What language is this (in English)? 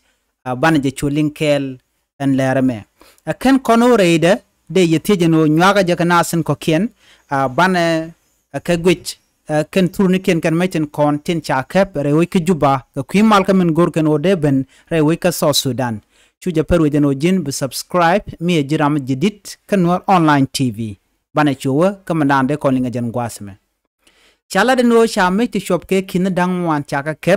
Nuer